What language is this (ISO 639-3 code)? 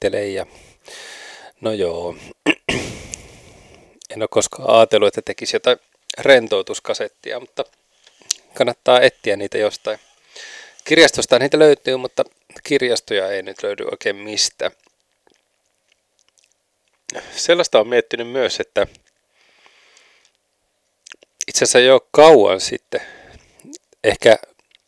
fin